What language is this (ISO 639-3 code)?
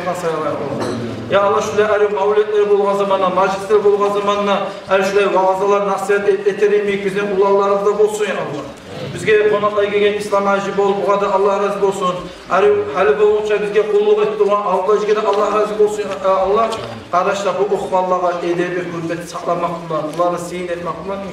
kum